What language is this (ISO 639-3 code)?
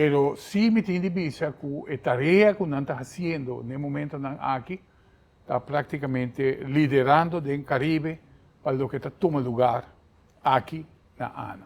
pap